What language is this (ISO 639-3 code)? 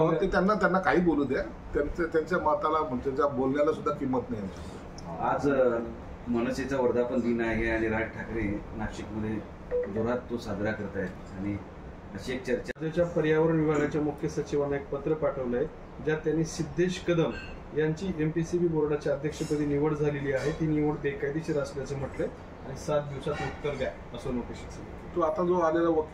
mar